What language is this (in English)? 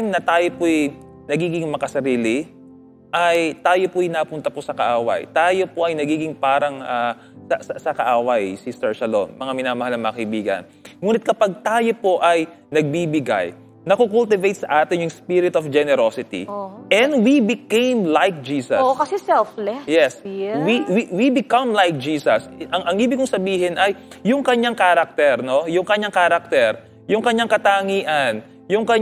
Filipino